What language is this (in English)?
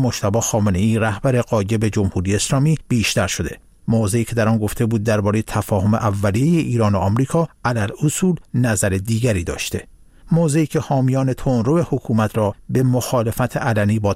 Persian